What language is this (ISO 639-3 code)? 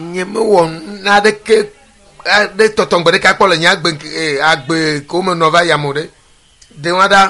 ewe